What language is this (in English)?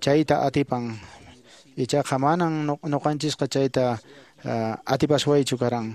Quechua